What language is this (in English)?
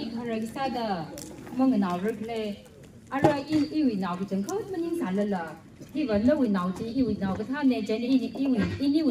Tangkhul Naga (India)